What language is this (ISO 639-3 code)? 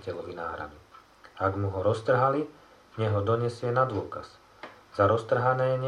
slk